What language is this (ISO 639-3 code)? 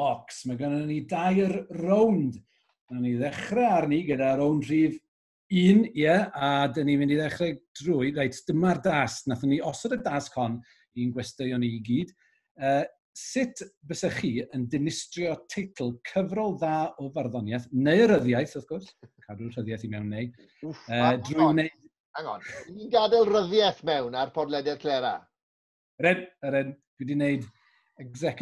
cym